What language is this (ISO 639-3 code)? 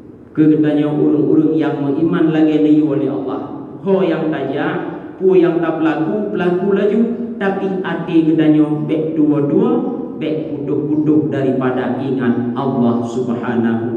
ace